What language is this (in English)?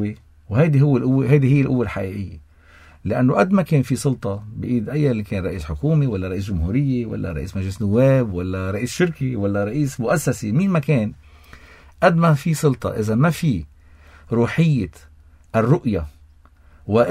North Levantine Arabic